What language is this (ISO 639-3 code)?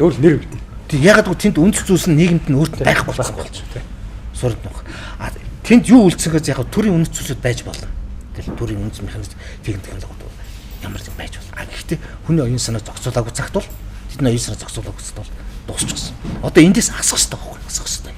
mon